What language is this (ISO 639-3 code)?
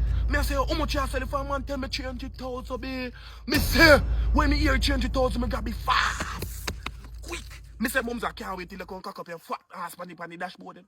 jam